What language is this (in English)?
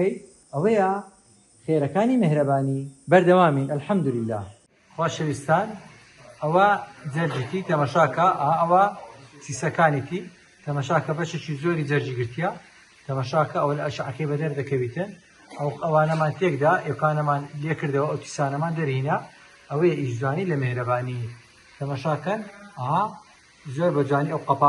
Central Kurdish